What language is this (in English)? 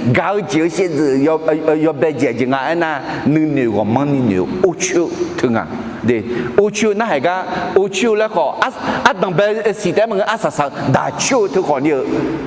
Akha